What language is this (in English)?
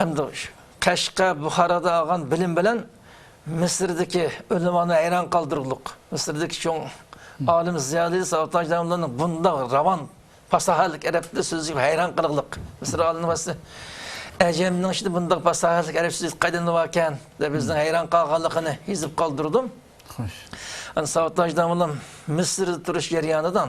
Uyghur